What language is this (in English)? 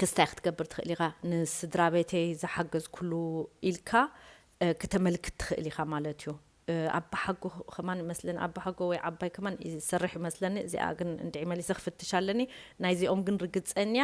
Tigrinya